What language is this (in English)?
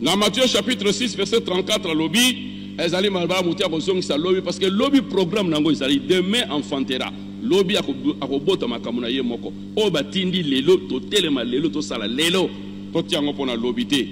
Lingala